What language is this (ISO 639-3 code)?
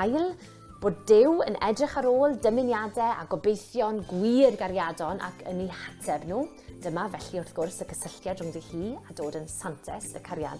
cym